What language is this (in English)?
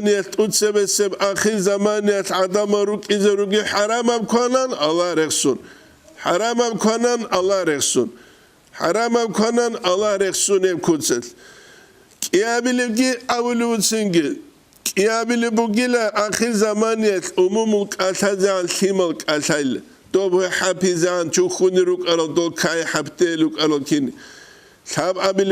Avaric